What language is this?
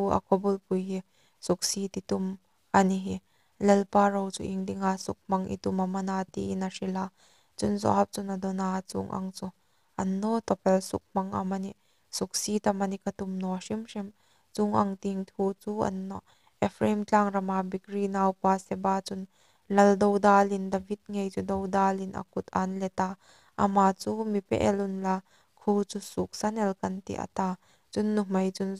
Hmar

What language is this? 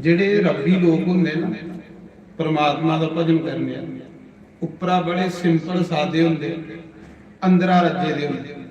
Dogri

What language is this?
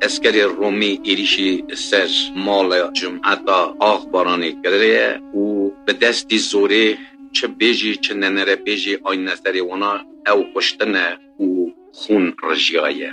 Kurdish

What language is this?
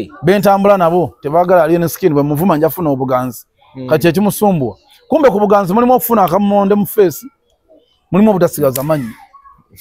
Ganda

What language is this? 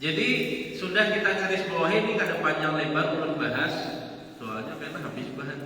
Banjar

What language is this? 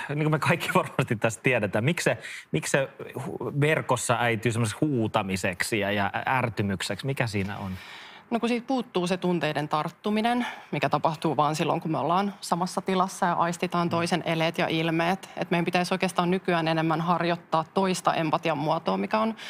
Finnish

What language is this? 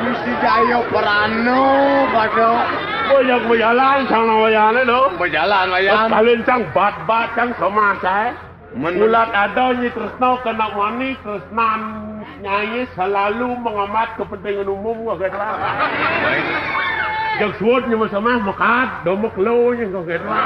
Balinese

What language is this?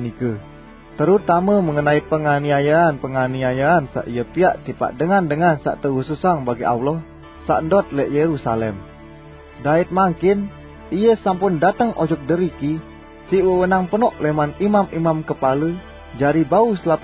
Sasak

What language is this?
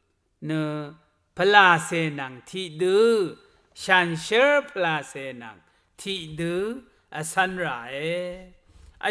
Rawang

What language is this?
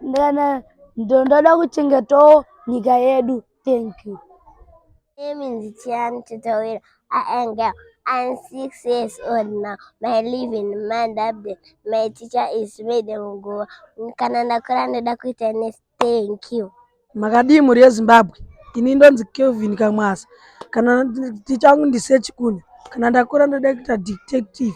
Shona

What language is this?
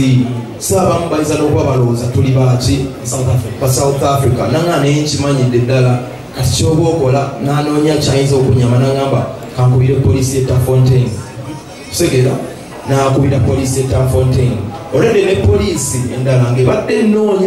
Ganda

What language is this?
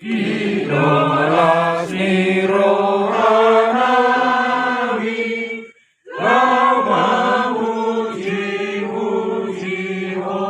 Batak Toba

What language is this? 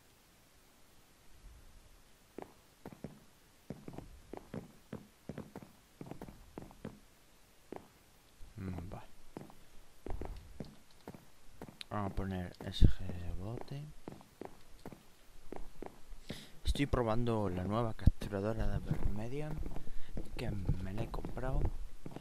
Spanish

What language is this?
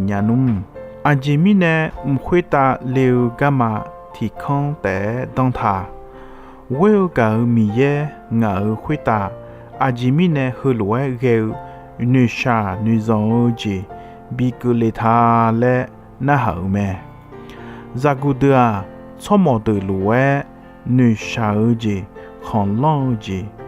Akha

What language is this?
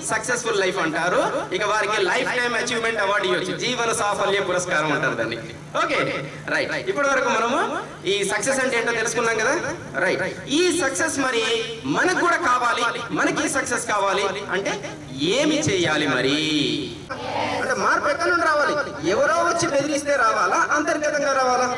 Telugu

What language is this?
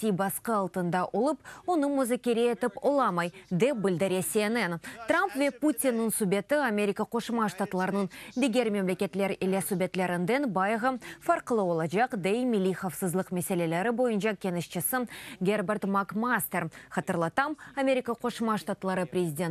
Crimean Tatar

